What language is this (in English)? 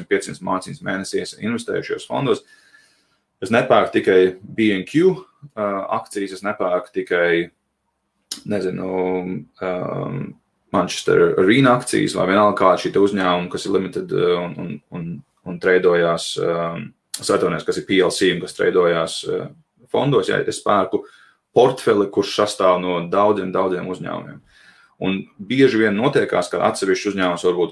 Latvian